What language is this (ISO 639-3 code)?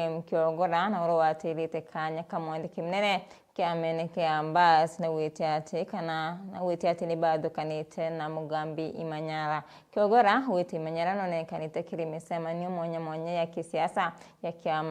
mer